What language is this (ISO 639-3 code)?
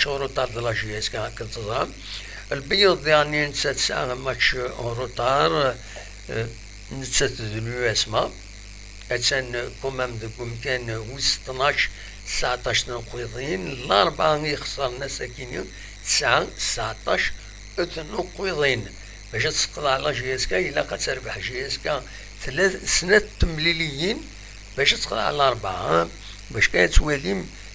kab